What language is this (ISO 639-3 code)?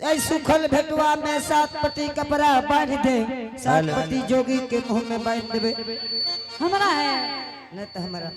anp